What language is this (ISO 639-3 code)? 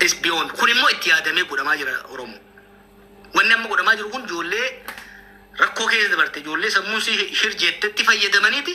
orm